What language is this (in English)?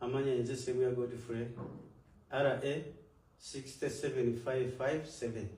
Ganda